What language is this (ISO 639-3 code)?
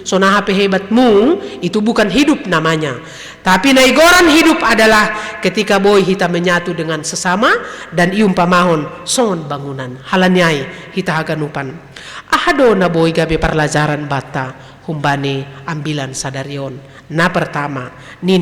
bts